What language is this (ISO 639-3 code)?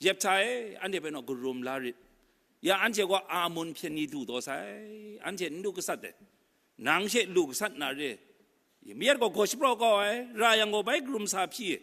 kac